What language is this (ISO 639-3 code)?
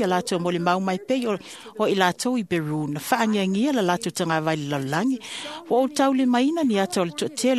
smo